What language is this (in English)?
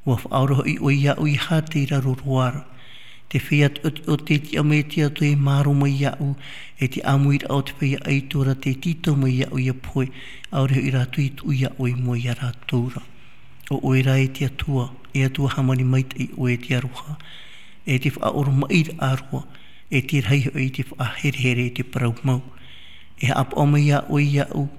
Tahitian